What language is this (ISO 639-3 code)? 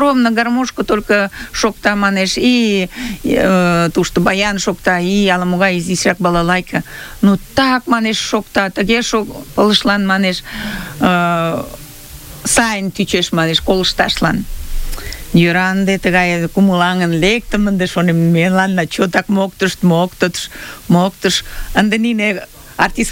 chm